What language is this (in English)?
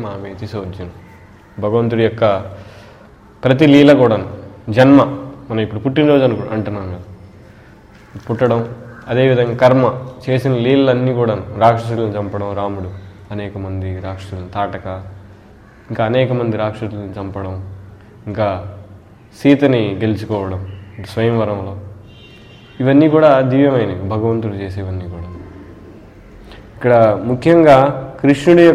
Telugu